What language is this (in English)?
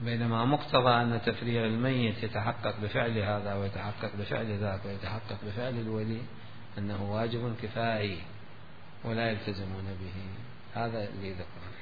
Mesopotamian Arabic